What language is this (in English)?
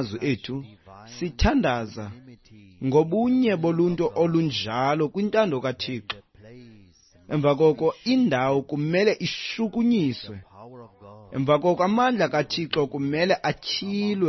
Xhosa